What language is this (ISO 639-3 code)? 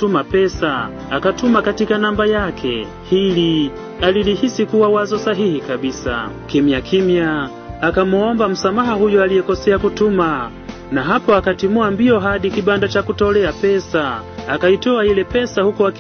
swa